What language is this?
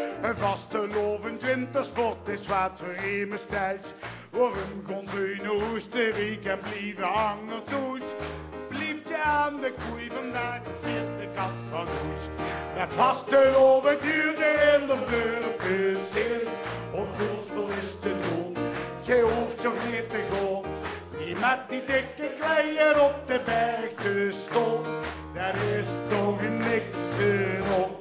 Limburgish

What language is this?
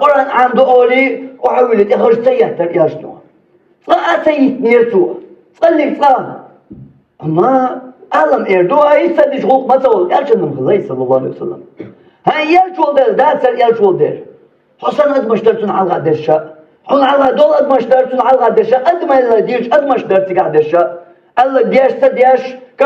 Chechen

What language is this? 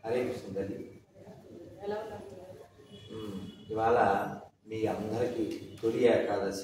Telugu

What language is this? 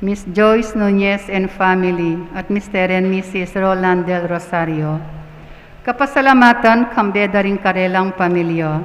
Pampanga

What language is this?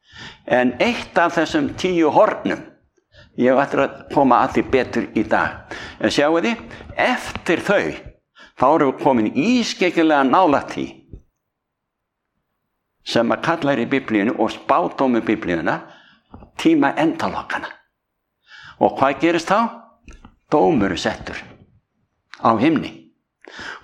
Icelandic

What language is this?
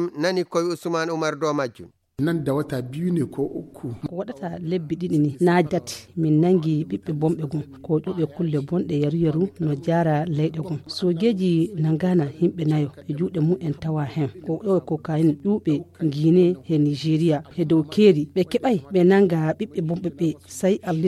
Fula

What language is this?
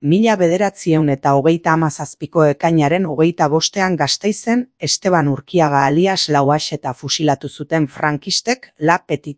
Basque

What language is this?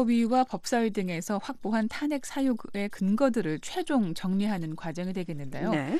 Korean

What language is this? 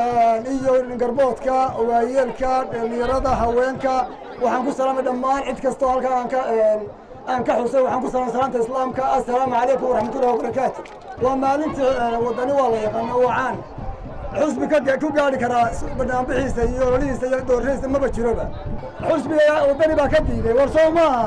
Somali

